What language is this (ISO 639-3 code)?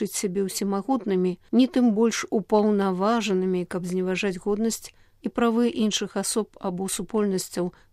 bel